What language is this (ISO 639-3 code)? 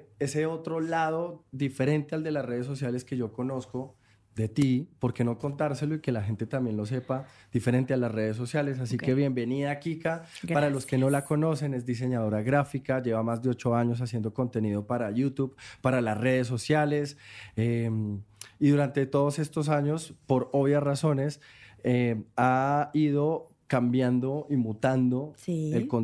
spa